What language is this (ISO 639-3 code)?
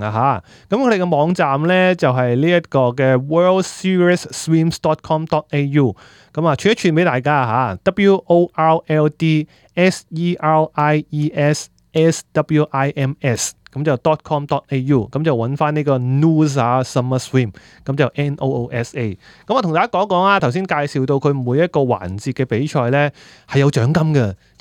yue